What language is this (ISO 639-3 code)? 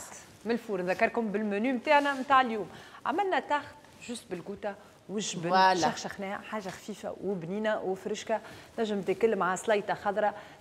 aeb